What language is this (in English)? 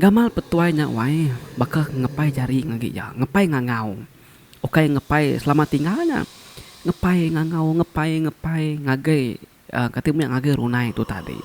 Iban